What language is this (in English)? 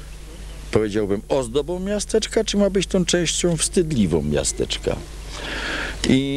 Polish